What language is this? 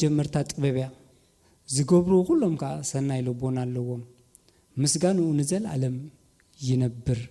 Tigrinya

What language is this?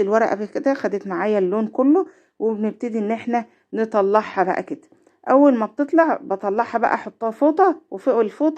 Egyptian Arabic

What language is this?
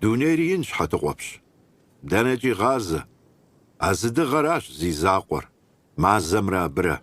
Kabardian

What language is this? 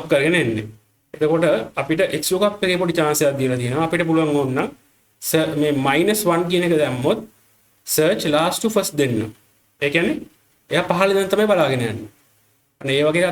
Sinhala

